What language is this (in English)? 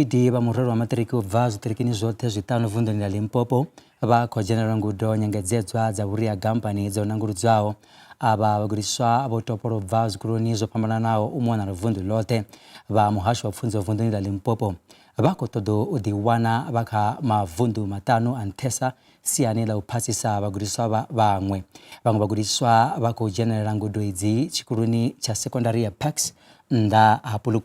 Venda